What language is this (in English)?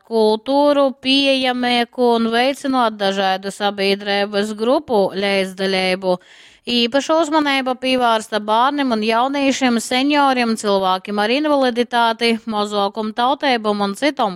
Latgalian